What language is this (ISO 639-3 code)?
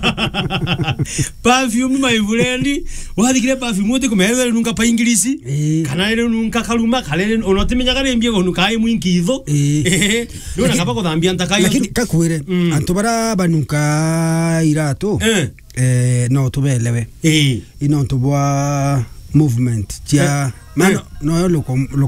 mer